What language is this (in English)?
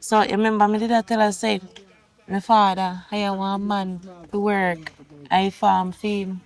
Jamaican Creole English